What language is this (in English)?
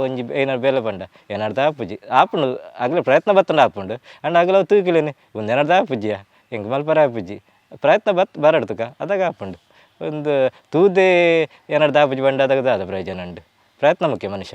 Tulu